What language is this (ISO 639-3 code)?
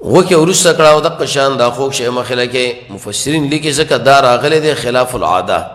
pus